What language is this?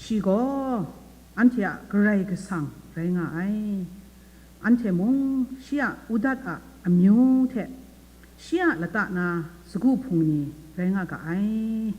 Kachin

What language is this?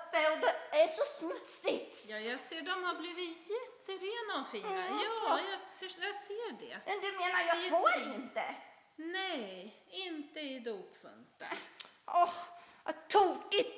Swedish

